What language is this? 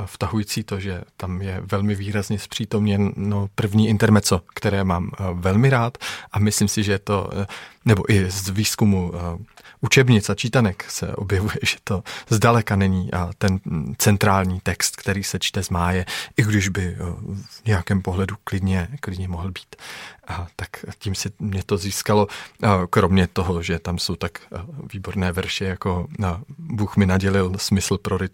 Czech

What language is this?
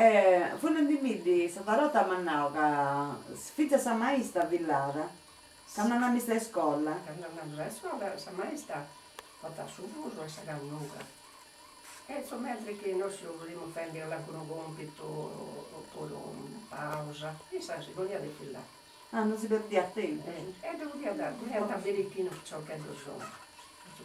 Sardinian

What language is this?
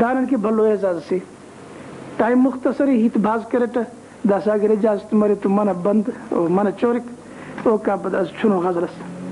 Brahui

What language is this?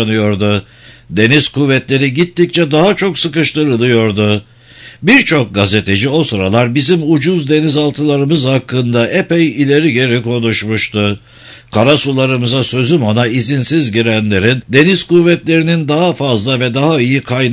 Turkish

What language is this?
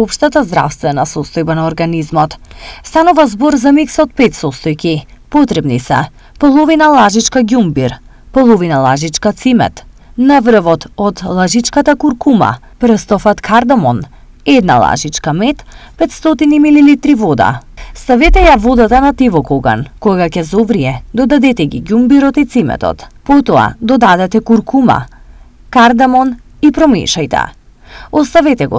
Macedonian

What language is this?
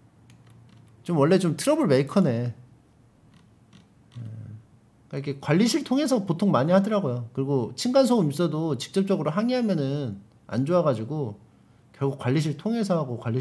Korean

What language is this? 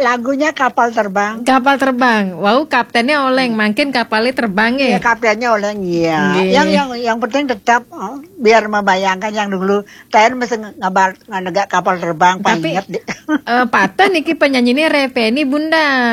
Balinese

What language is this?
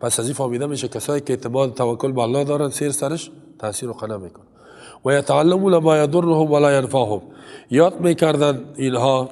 Persian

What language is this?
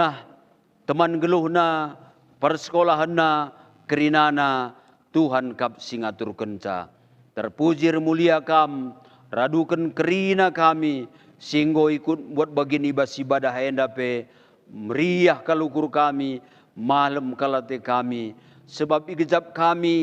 Batak Karo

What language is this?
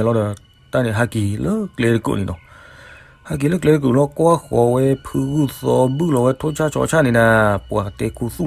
S'gaw Karen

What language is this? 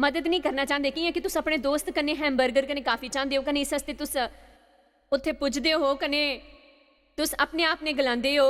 Dogri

